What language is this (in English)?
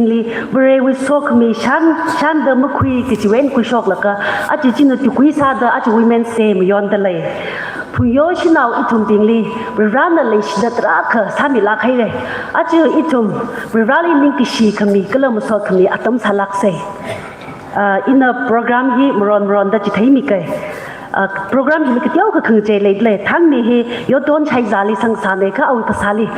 Tangkhul Naga (India)